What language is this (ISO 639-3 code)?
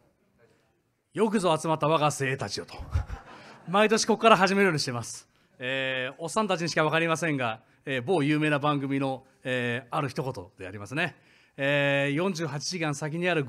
jpn